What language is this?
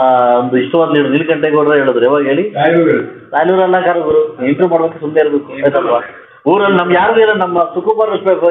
Kannada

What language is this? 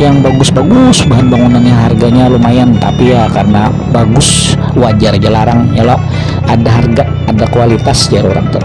Banjar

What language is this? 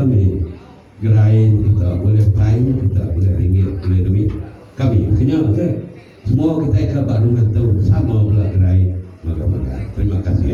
Iban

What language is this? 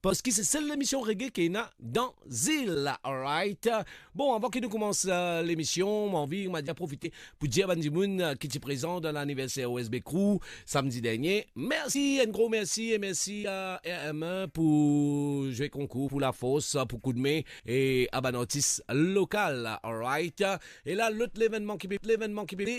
Morisyen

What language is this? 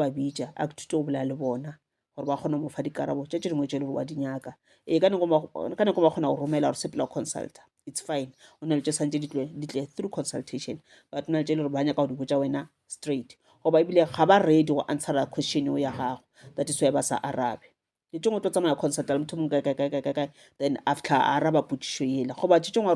Northern Sotho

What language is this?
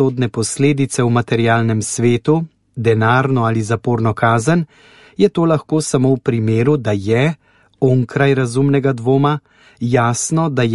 Slovenian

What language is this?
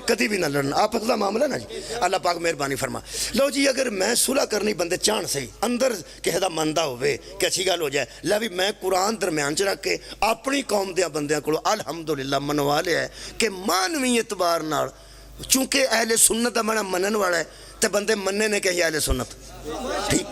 Pahari-Potwari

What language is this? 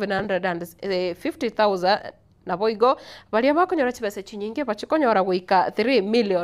Gusii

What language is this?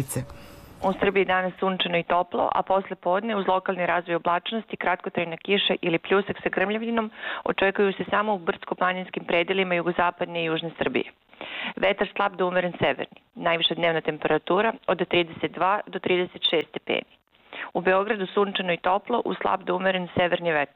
Serbian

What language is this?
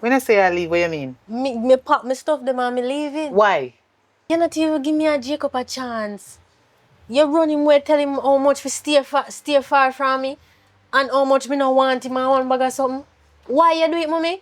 Jamaican Creole English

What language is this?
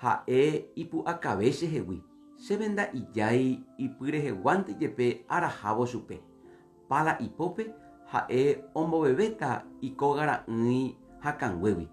Guarani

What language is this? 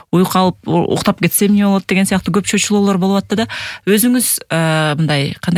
Kyrgyz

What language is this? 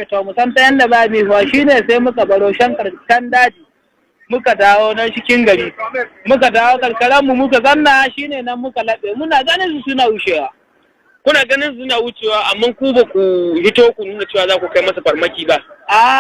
Hausa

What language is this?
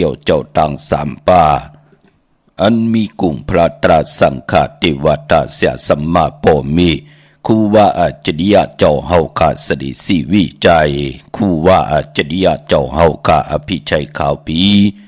Shan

